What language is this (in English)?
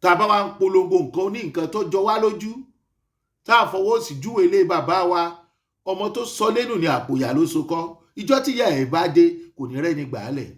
Yoruba